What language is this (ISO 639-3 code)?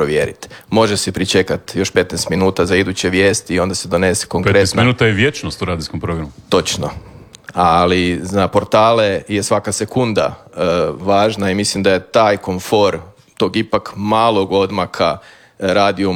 hrv